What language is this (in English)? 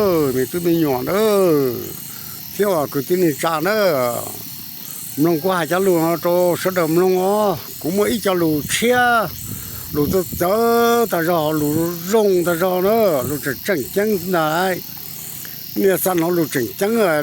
Hmong